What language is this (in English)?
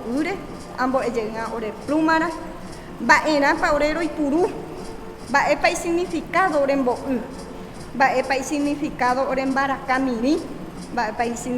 Guarani